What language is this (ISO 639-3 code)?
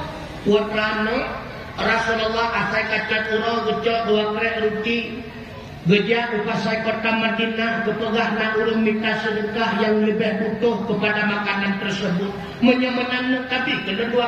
ace